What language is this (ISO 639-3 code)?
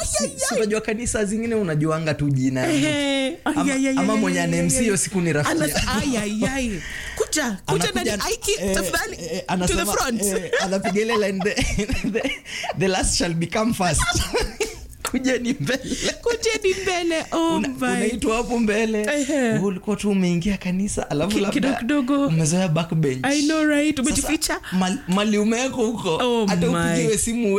swa